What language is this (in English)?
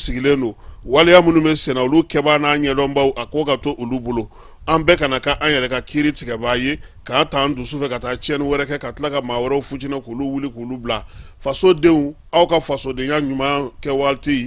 Bambara